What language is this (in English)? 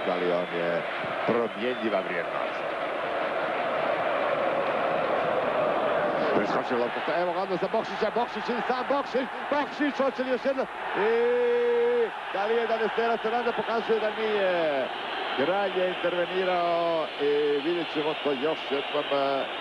Croatian